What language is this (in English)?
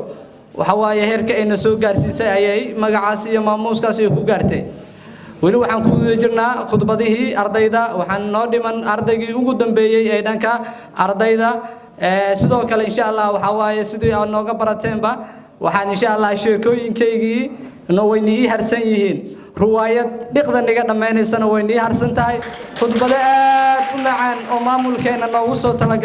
Somali